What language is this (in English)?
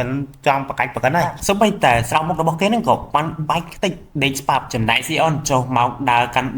Khmer